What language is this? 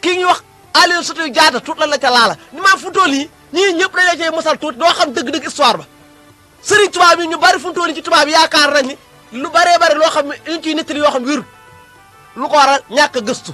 Wolof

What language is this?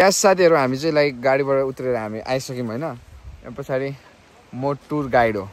Nepali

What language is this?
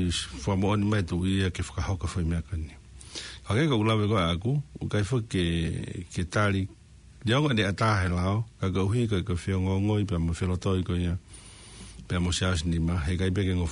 Tongan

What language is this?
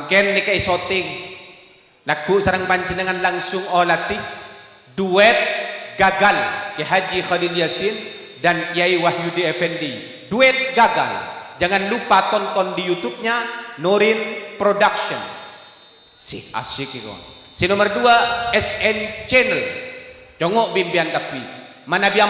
Madurese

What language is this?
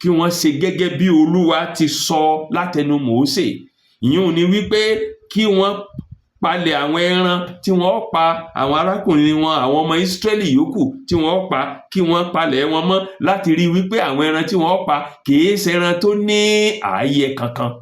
Yoruba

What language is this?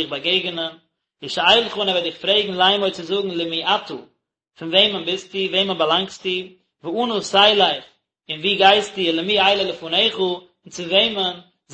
Yiddish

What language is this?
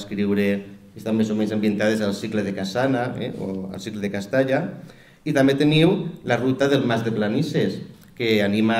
Catalan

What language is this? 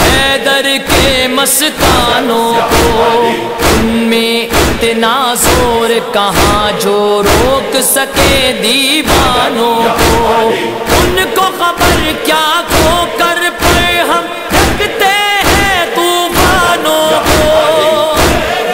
Urdu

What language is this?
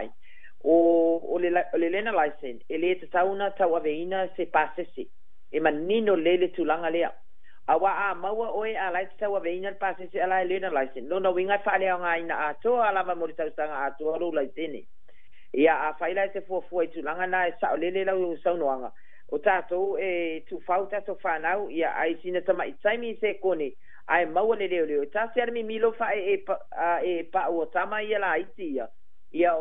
Samoan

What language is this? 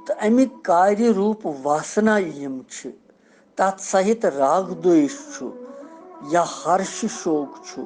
Kashmiri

